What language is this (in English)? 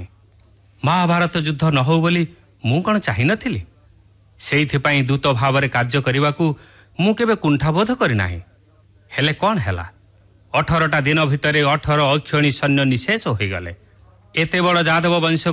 Odia